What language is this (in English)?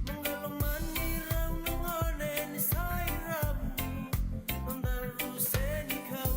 Fijian